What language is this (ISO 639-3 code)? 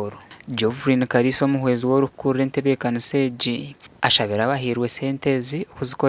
nyn